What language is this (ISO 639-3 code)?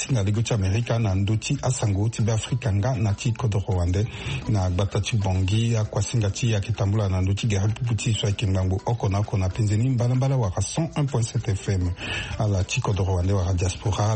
sag